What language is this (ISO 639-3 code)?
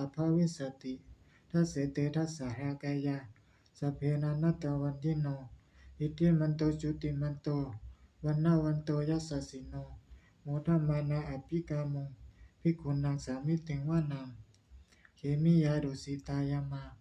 pli